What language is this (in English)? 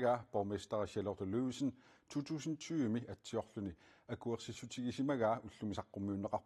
Kalaallisut